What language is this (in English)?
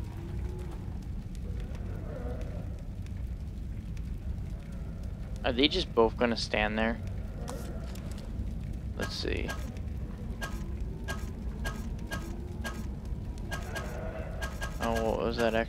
English